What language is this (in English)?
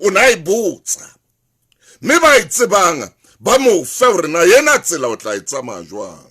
Southern Sotho